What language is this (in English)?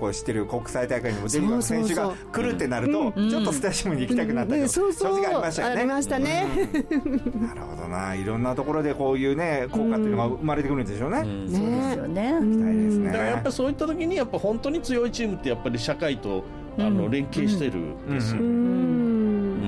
Japanese